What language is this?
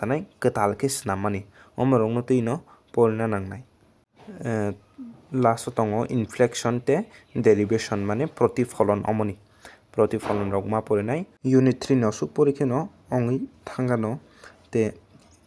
Kok Borok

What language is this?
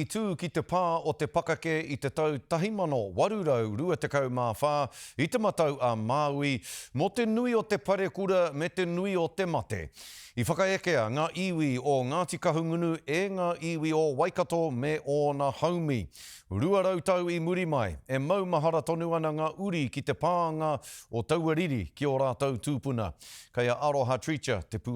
Māori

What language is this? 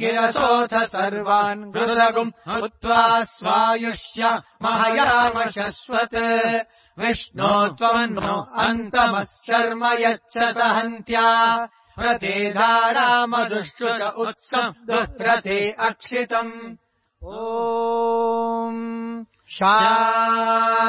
Sanskrit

